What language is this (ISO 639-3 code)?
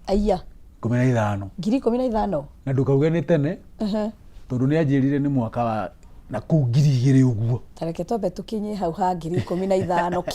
kik